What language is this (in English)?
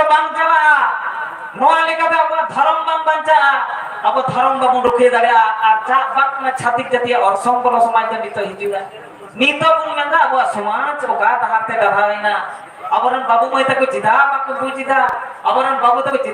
Santali